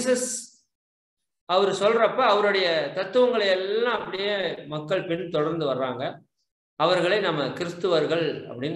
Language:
Tamil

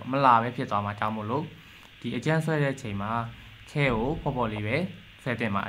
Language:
Burmese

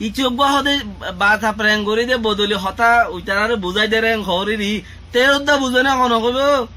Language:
Rohingya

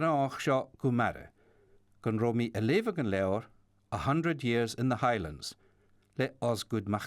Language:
Scottish Gaelic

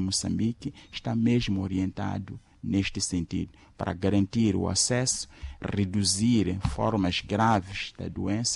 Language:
Portuguese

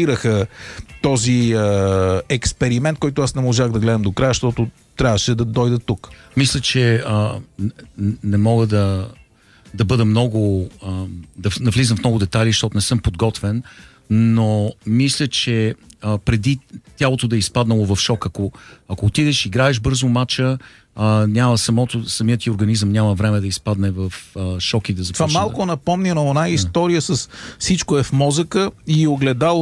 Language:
Bulgarian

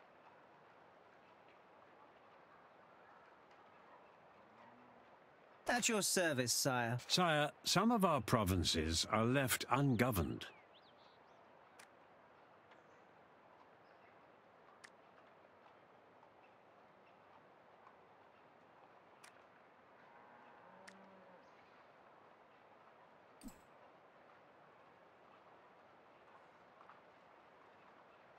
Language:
English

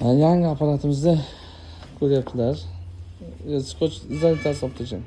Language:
Uzbek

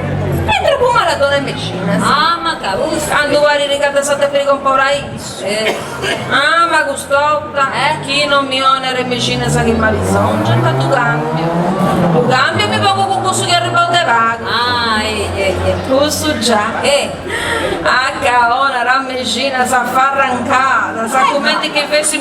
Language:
Sardinian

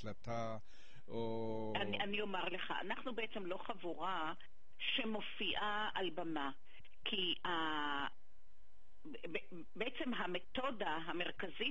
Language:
Hebrew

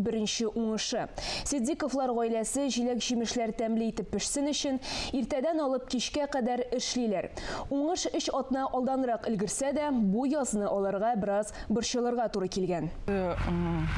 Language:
Tatar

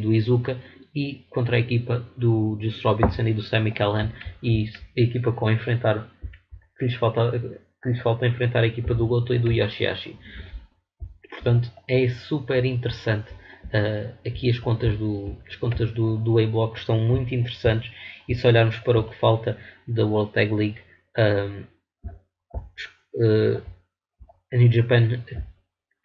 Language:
Portuguese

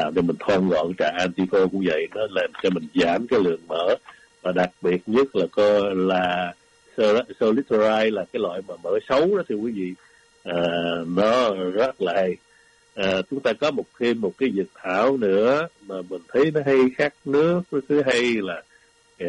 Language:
Vietnamese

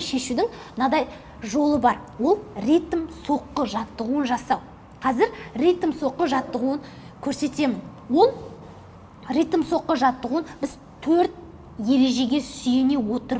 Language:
Kazakh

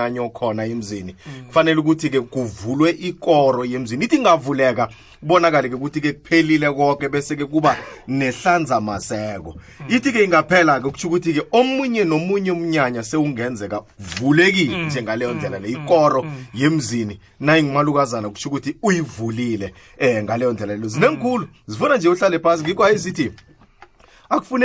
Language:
South Ndebele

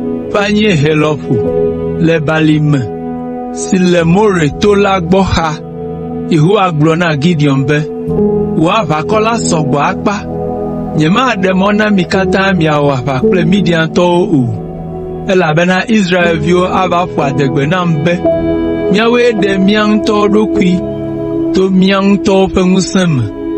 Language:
Ewe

